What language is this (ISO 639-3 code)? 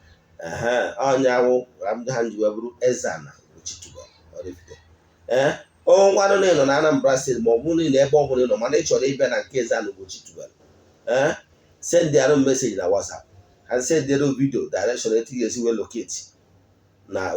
ibo